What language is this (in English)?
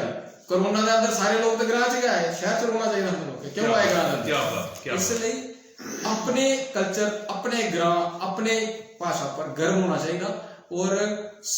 Dogri